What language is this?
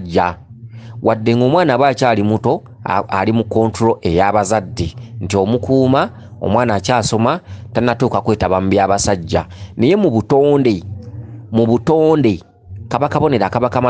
Ganda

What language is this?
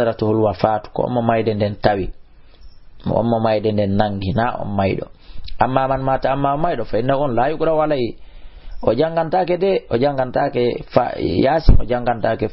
Fula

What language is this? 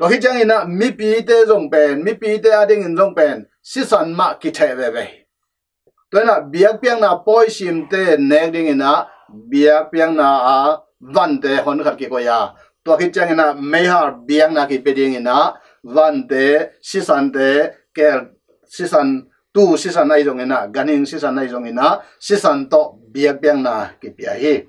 Tedim Chin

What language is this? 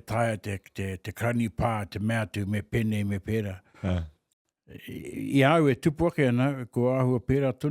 Māori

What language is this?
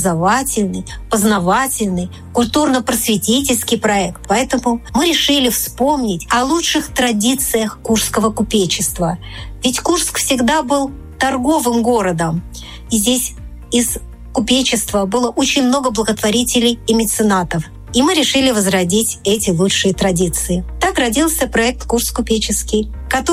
Russian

